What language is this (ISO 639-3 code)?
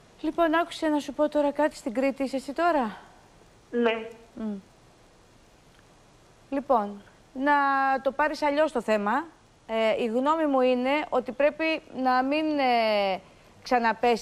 ell